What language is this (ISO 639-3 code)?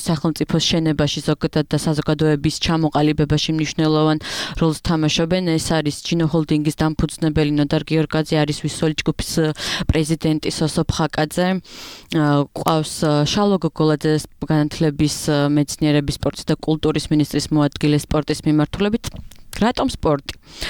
kat